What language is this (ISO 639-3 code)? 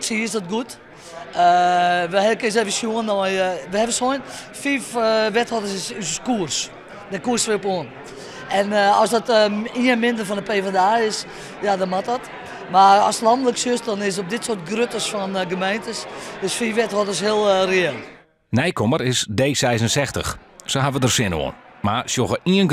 fry